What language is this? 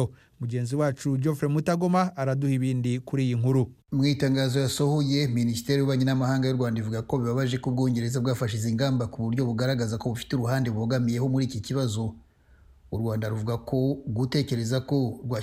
Kinyarwanda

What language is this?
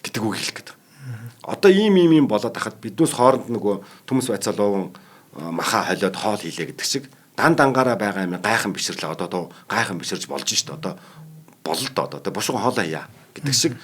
Mongolian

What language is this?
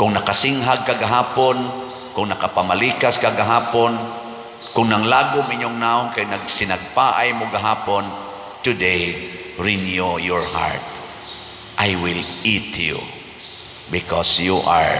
Cebuano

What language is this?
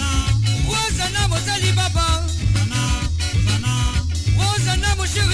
Morisyen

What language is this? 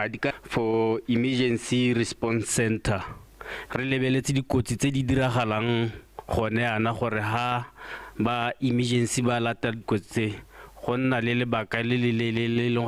Tswana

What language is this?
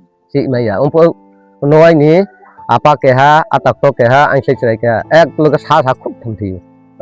Riang (India)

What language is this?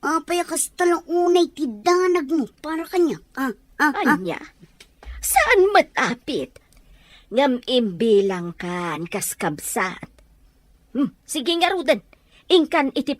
Iloko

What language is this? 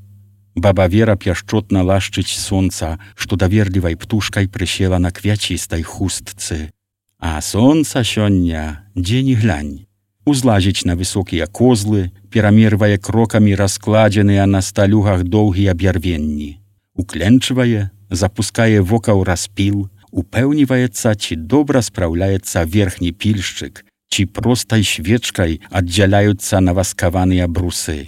Belarusian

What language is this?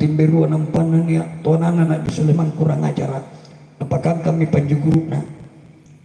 Makasar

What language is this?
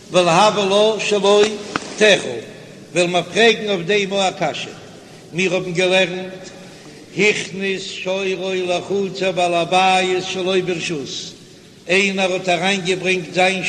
Yiddish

